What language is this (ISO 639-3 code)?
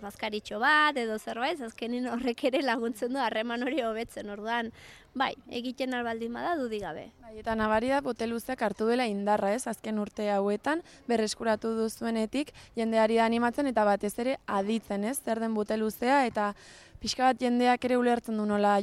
eus